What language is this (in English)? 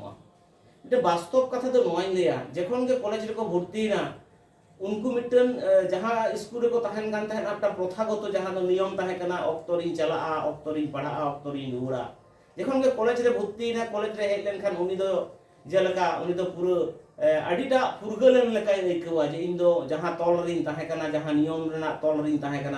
Santali